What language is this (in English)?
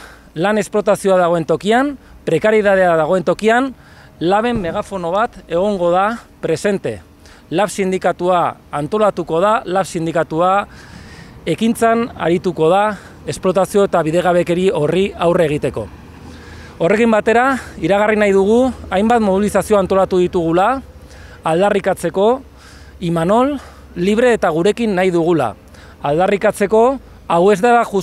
Basque